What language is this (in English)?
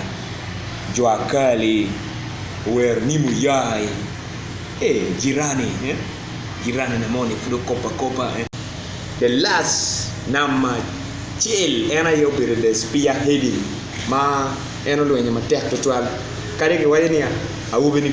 Acoli